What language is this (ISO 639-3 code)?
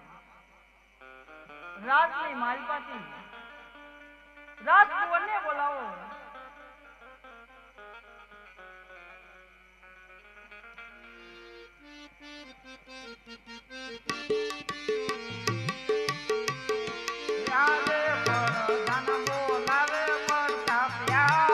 guj